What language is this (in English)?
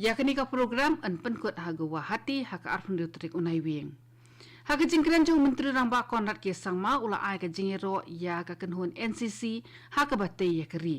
Khasi